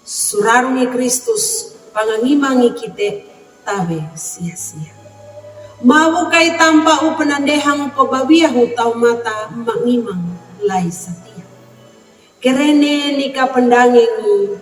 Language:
Sangir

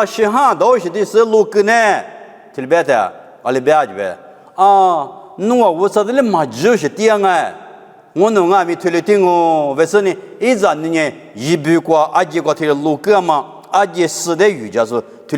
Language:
Lisu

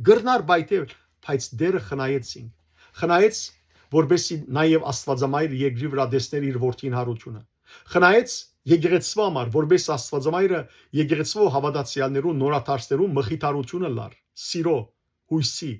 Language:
Western Armenian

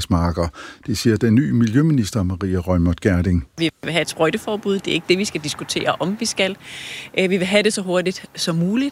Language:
Danish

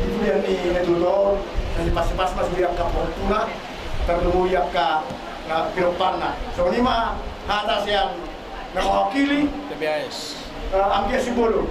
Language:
Batak Toba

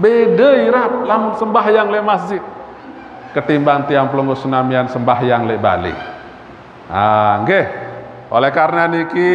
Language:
Sasak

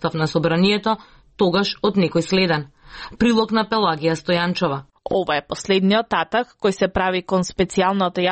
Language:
Macedonian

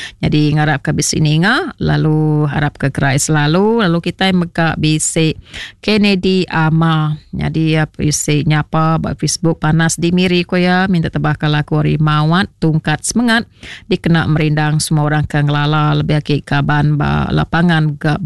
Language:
Iban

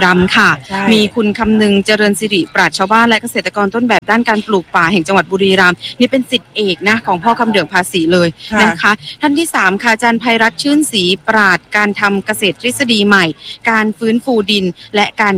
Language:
Thai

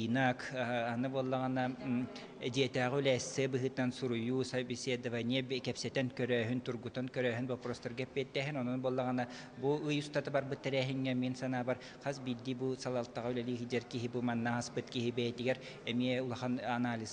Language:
Yakut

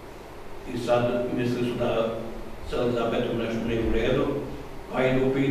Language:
Croatian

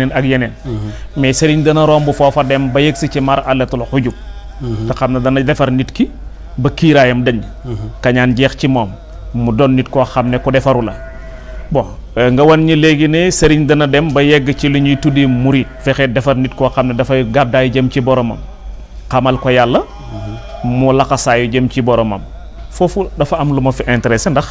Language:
Wolof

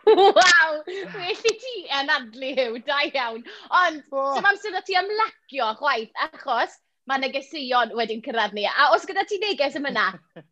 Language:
Welsh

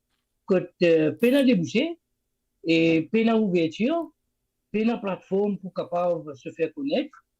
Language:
Morisyen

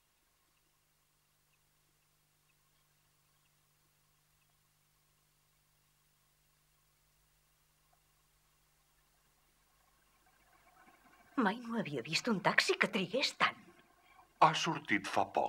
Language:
Catalan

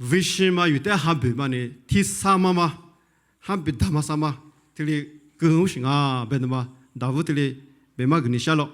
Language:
Lisu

